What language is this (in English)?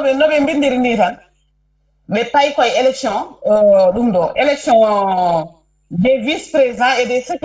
Fula